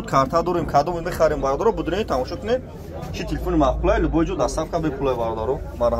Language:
Tajik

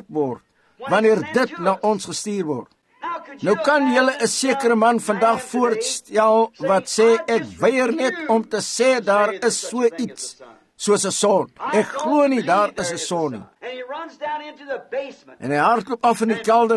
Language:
Afrikaans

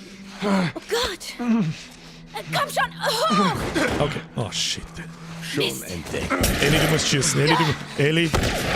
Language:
Bavarian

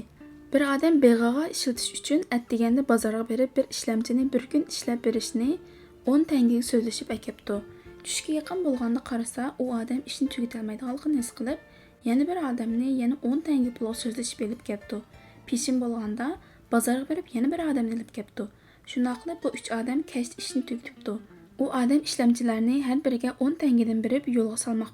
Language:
Uyghur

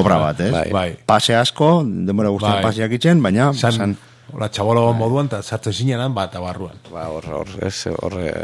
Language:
Basque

